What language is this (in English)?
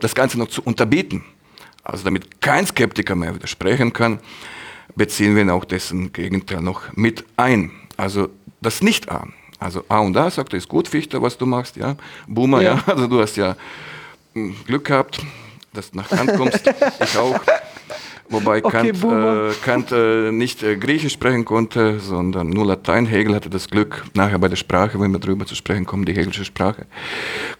German